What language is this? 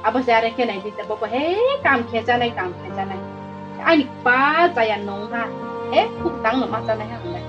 Riang (India)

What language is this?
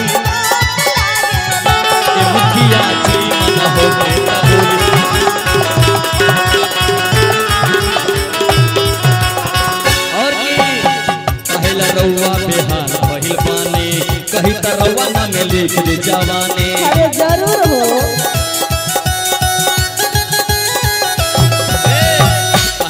Bhojpuri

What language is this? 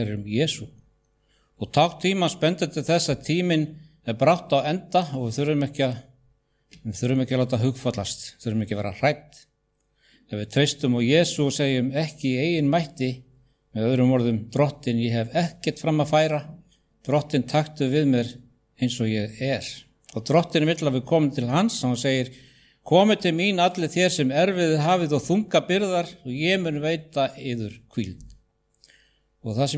Icelandic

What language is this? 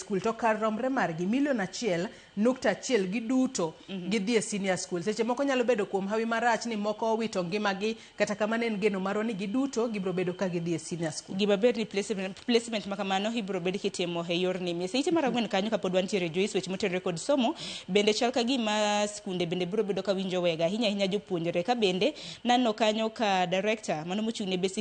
Luo (Kenya and Tanzania)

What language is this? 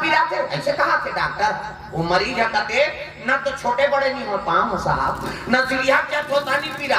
Chhattisgarhi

